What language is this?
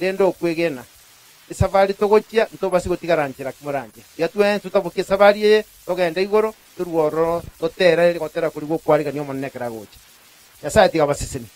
Gusii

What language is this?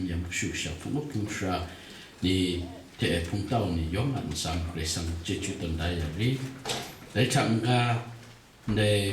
Kachin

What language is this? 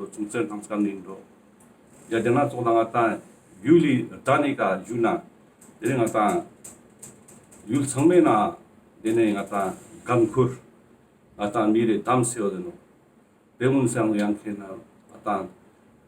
Ladakhi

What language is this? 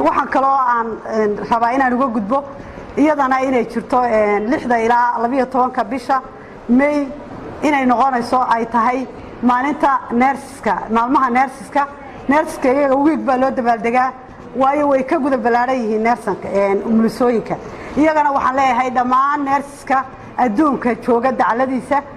Somali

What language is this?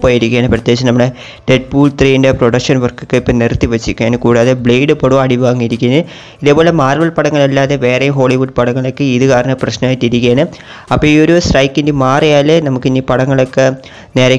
Malayalam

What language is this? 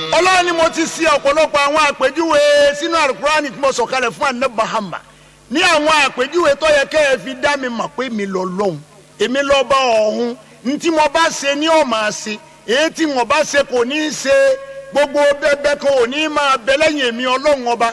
Yoruba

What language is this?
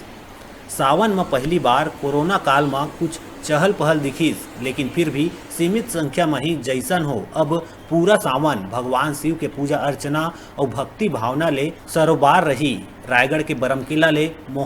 Chhattisgarhi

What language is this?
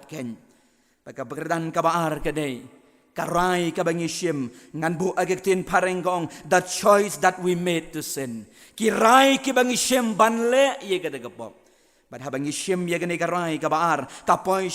Khasi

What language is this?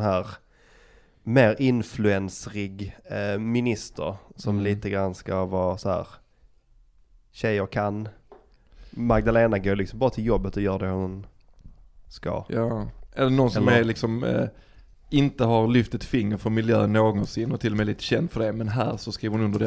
Swedish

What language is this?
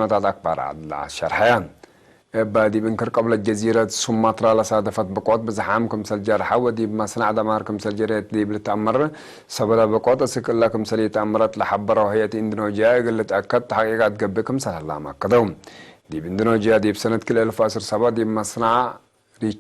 Tigre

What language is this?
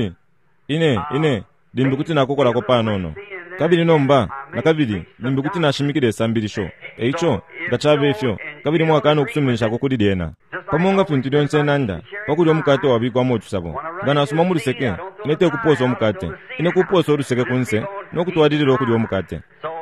Bemba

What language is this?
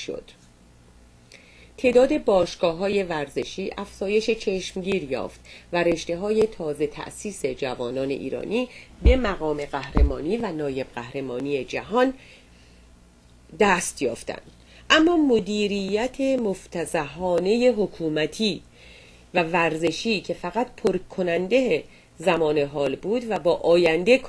Persian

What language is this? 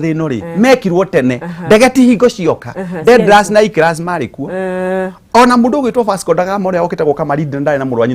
Kikuyu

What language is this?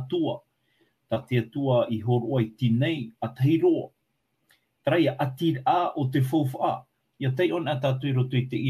Tahitian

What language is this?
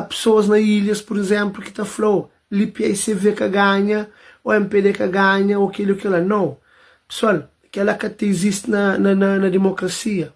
Kabuverdianu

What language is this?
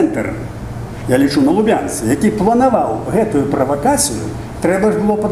Belarusian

